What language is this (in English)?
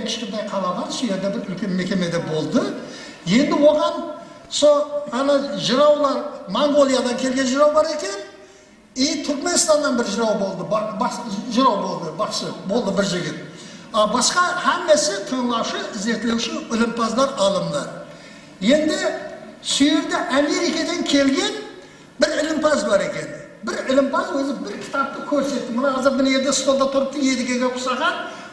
Kara-Kalpak